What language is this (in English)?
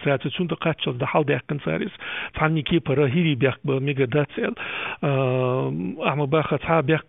Chechen